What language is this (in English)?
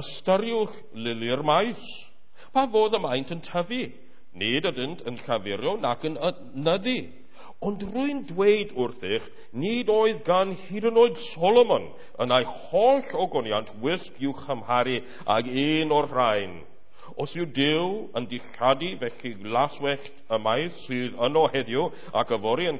Welsh